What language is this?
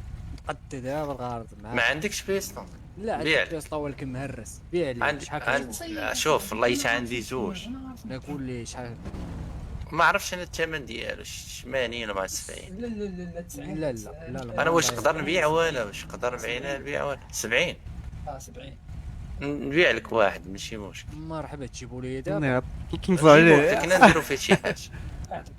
Moroccan Arabic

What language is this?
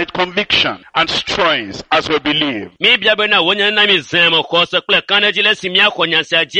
Ewe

